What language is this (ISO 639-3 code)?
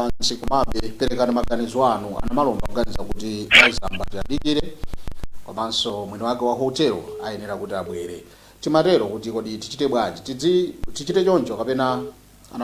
nya